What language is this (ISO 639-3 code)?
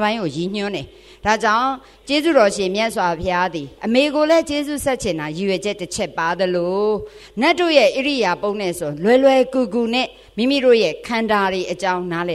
mya